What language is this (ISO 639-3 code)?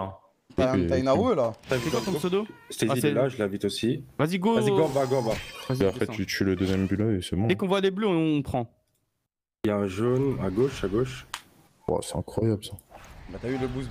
fra